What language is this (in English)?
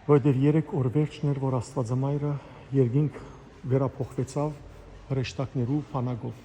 Western Armenian